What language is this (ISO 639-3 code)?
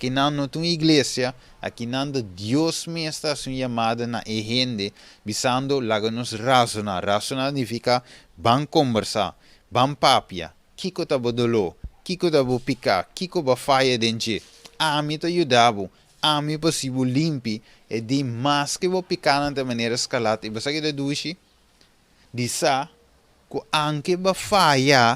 pap